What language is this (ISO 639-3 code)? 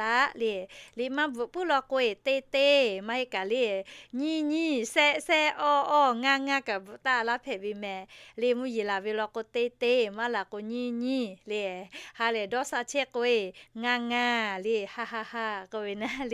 lhu